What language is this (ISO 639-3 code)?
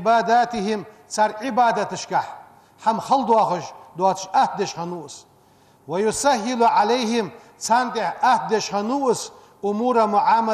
inh